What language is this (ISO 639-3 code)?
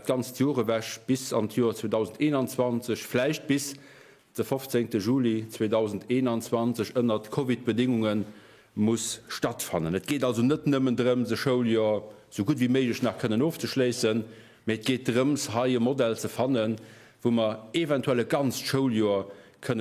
ltz